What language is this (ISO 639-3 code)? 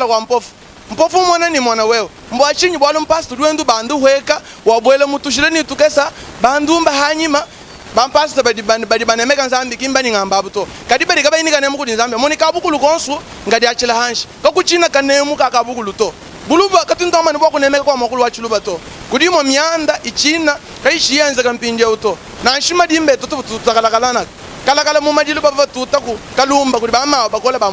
lua